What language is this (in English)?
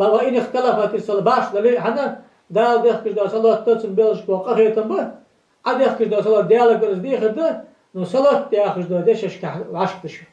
Ingush